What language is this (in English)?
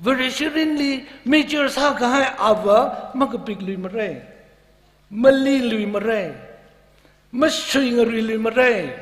Tangkhul Naga (India)